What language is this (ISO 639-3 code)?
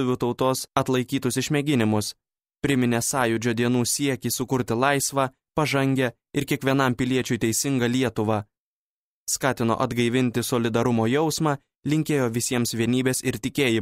lit